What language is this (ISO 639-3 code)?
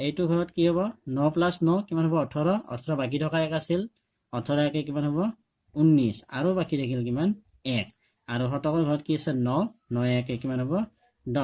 asm